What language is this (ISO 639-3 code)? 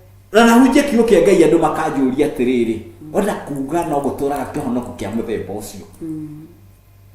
kik